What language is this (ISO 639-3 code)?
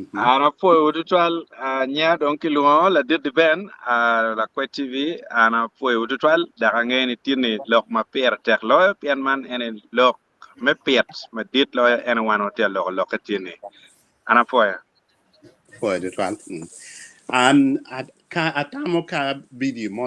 ach